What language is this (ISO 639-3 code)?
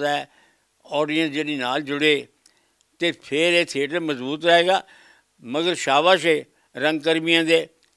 pan